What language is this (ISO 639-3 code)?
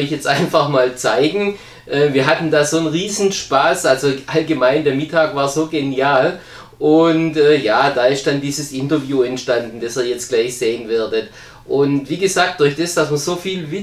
deu